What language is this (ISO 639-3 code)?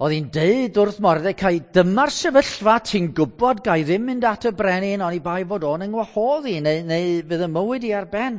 cym